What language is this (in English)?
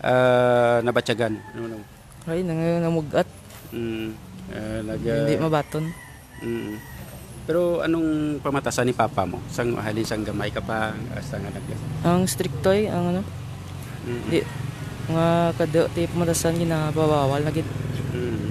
Hiligaynon